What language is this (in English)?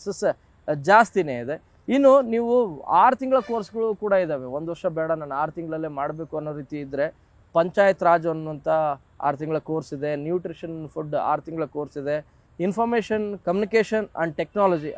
Kannada